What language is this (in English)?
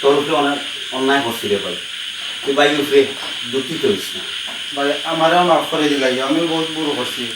Sylheti